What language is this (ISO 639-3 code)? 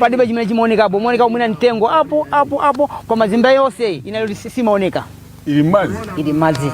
nya